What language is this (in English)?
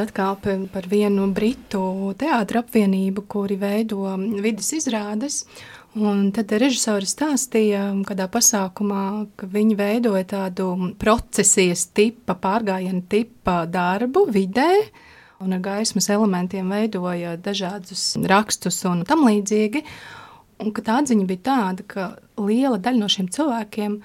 Latvian